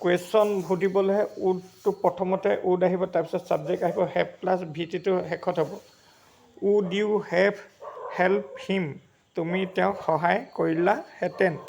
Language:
Assamese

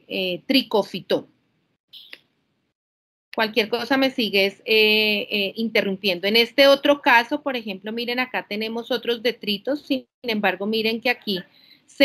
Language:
Spanish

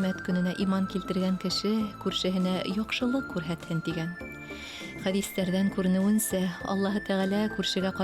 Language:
Bashkir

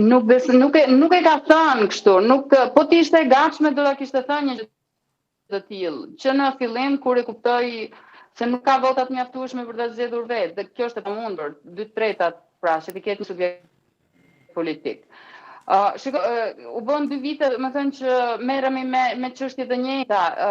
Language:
Albanian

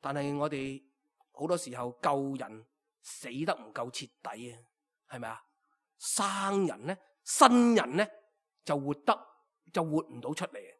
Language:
Cantonese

